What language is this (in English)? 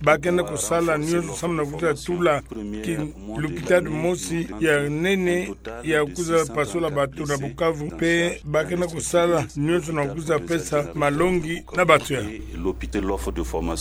Kituba (Democratic Republic of Congo)